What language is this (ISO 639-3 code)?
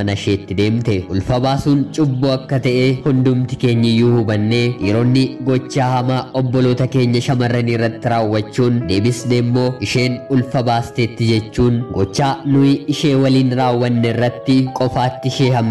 orm